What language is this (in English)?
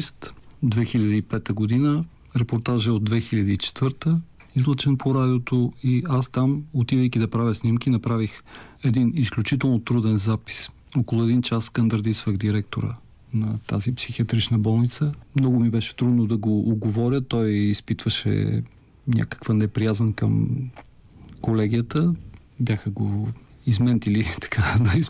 Bulgarian